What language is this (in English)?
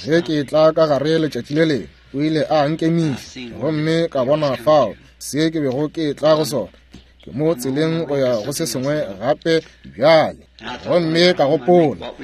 Northern Sotho